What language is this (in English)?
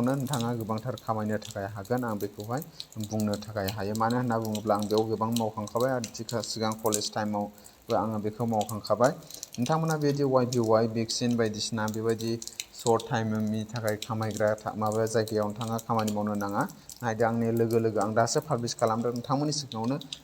Bodo